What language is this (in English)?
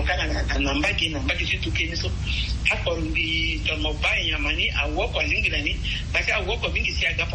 Sango